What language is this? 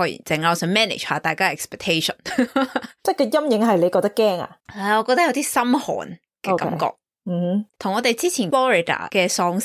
Cantonese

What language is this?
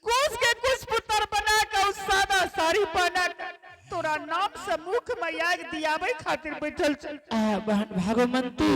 Angika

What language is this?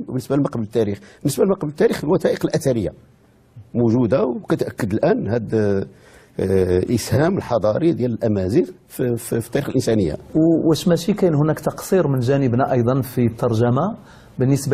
Moroccan Arabic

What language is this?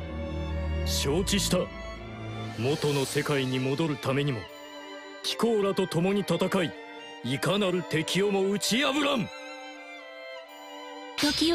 Japanese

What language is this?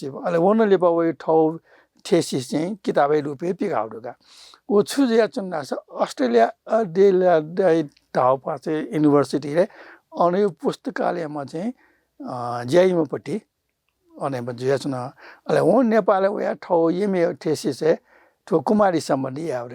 Newari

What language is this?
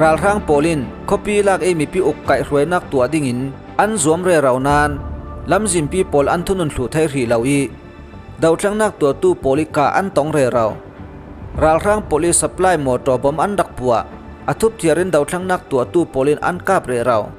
Falam Chin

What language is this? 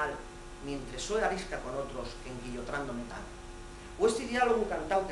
Asturian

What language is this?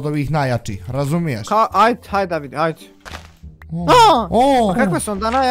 Bosnian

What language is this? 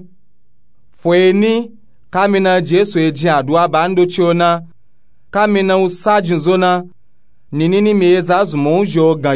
Nupe-Nupe-Tako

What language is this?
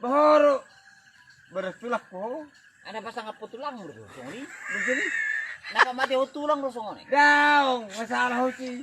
Batak Toba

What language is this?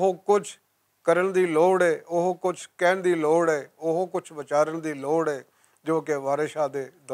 Western Panjabi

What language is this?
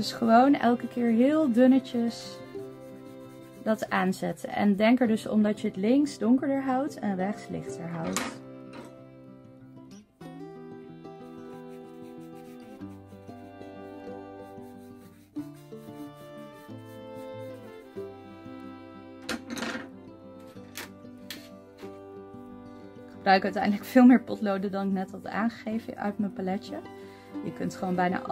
Dutch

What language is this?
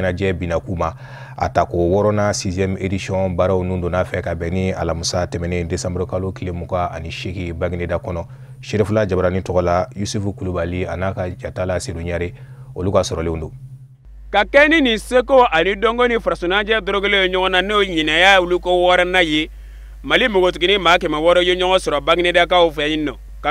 Bambara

